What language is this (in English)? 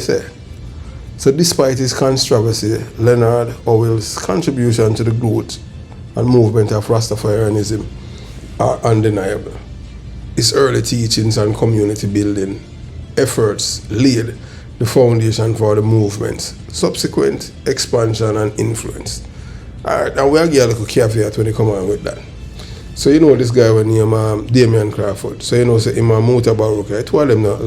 Jamaican Creole English